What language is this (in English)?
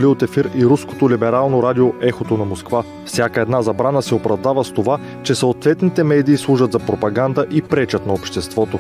Bulgarian